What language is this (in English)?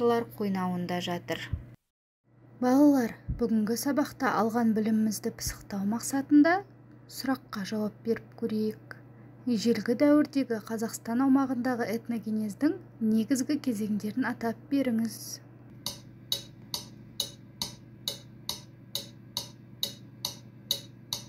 Kazakh